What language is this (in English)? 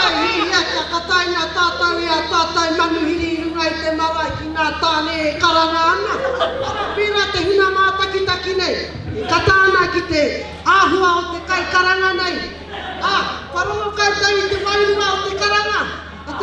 Māori